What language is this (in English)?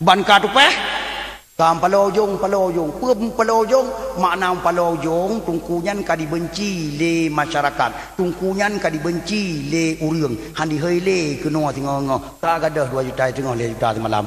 Achinese